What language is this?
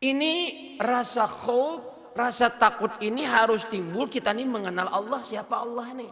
Banjar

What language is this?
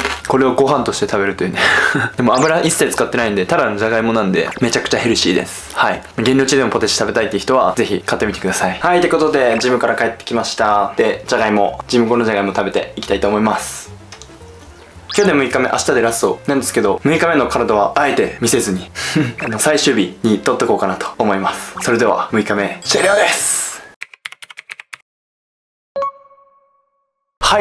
Japanese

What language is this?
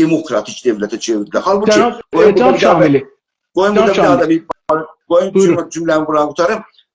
South Azerbaijani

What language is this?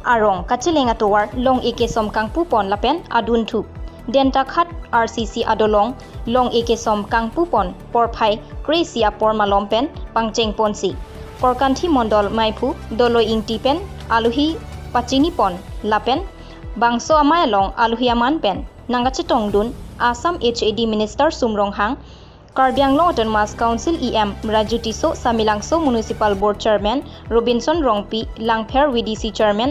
Karbi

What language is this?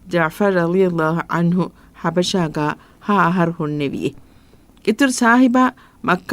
Divehi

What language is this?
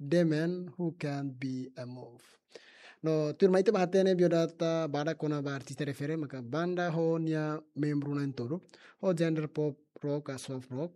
Tetum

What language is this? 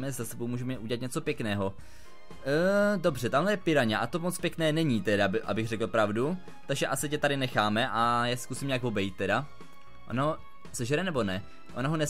Czech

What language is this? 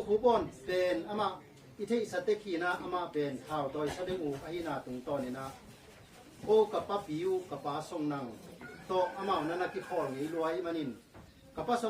Tedim Chin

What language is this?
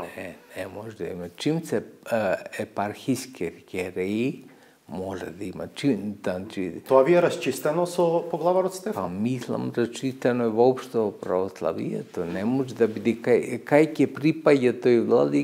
Macedonian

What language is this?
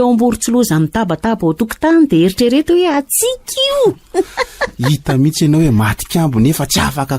Malagasy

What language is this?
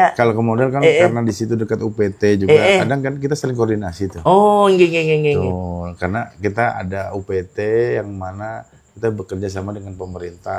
Banjar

